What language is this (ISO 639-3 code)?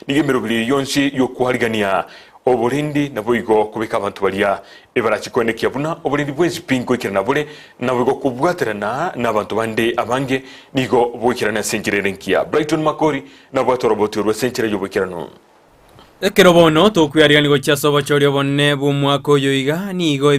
guz